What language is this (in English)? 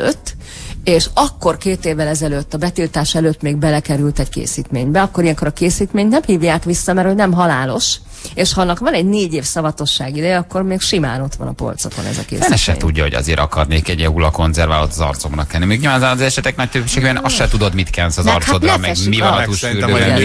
Hungarian